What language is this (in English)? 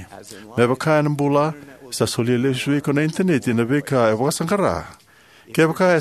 Fijian